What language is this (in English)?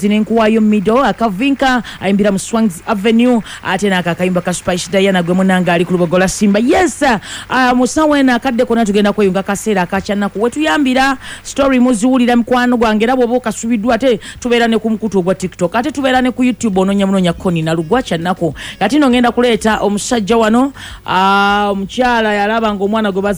Ganda